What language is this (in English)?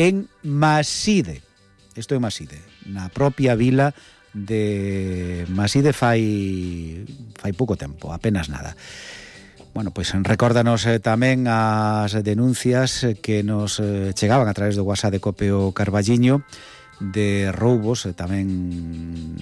Galician